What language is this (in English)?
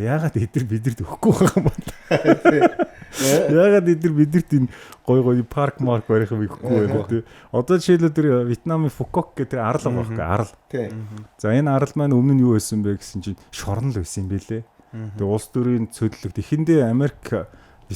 Mongolian